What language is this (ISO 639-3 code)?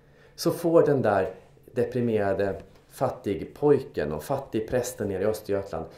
swe